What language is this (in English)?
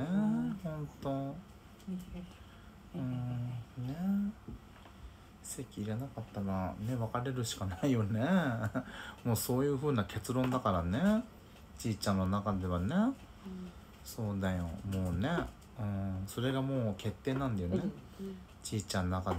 Japanese